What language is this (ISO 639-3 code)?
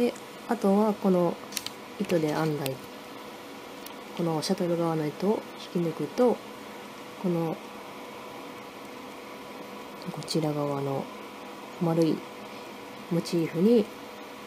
jpn